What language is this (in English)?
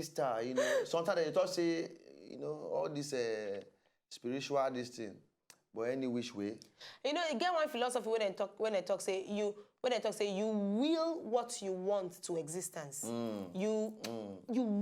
Nigerian Pidgin